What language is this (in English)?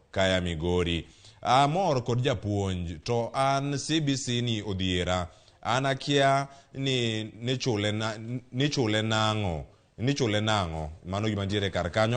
Luo (Kenya and Tanzania)